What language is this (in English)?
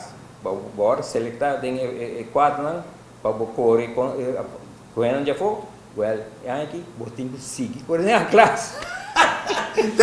Papiamento